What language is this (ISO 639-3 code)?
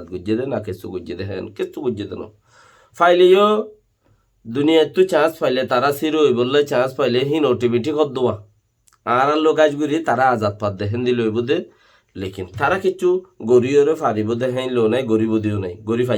rhg